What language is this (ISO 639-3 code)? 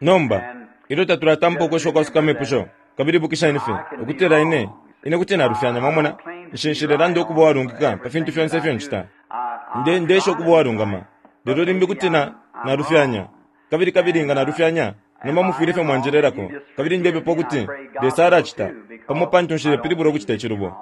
bem